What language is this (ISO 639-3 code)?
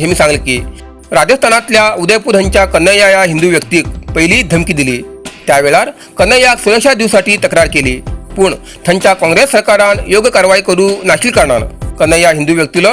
kok